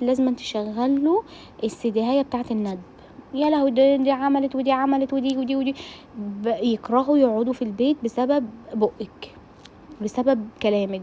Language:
Egyptian Arabic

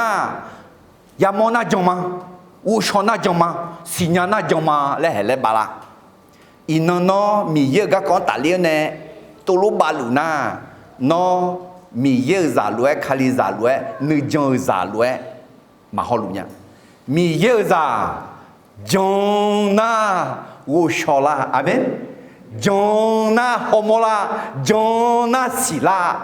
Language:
Akha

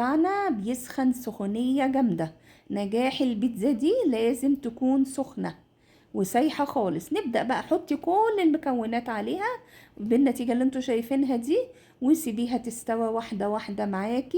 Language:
Egyptian Arabic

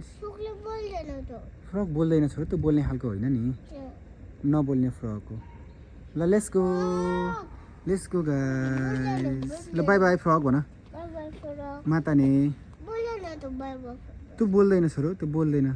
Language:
Nepali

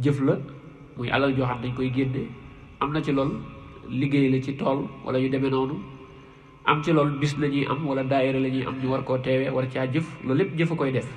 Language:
Wolof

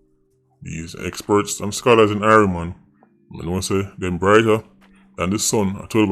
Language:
Jamaican Creole English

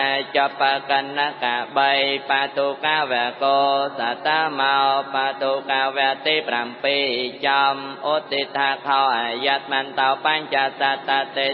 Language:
Khmer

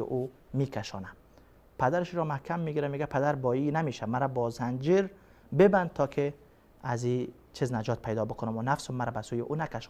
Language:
Persian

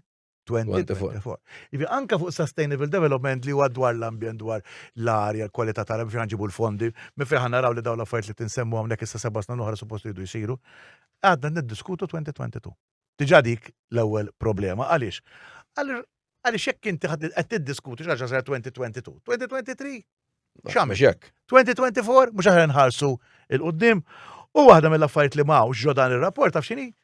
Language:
Maltese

